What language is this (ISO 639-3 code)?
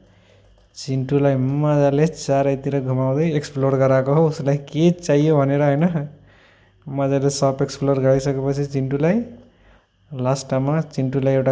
nep